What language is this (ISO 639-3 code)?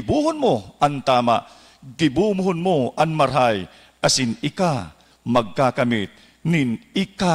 bik